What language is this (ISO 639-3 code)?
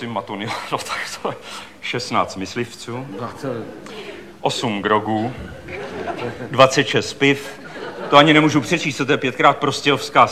ces